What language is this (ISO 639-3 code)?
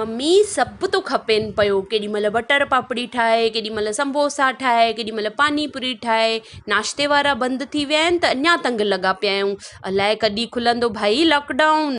snd